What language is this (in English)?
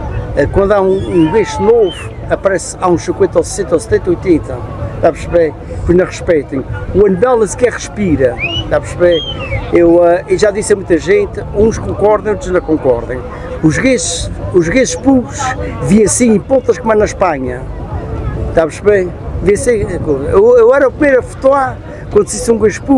Portuguese